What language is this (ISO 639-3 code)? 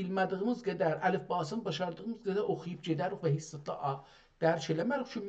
azb